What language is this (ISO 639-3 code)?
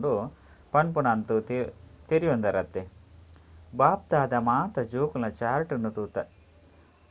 tcy